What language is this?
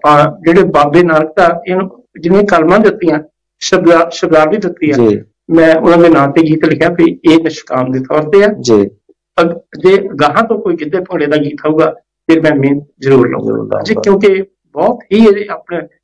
Punjabi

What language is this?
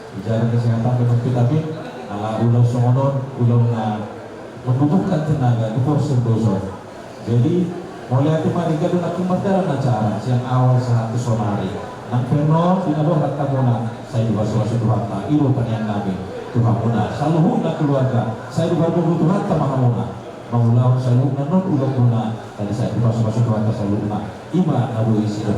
Batak Toba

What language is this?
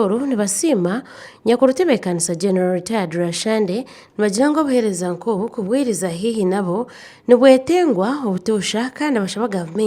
Nyankole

